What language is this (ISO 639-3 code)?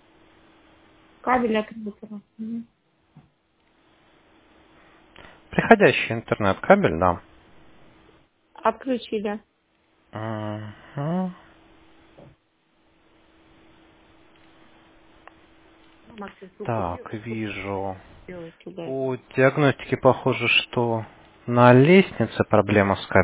rus